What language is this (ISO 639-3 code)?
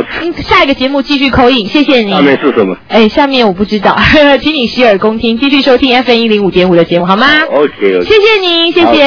zho